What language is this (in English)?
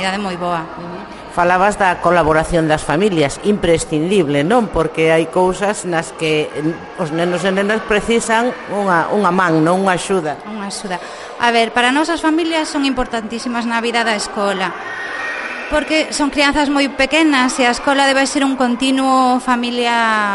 Galician